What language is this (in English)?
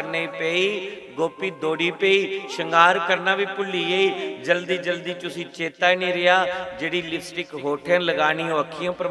Dogri